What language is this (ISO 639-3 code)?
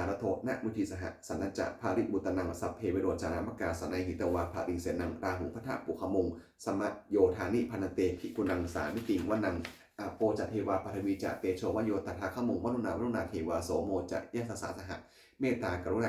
pli